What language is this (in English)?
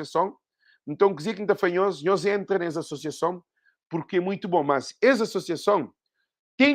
Kabuverdianu